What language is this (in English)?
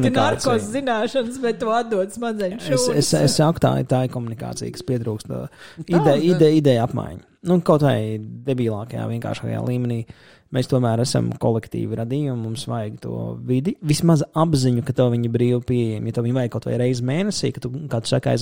Latvian